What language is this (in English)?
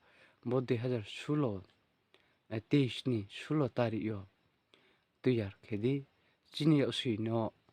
Riang (India)